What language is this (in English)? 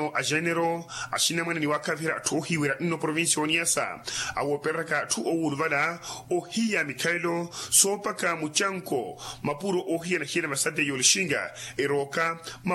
Makhuwa